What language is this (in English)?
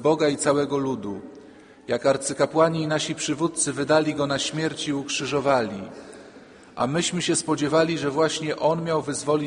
Polish